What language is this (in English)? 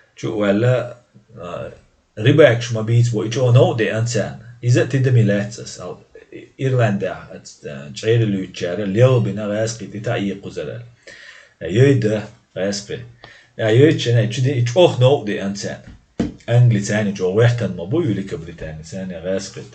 Chechen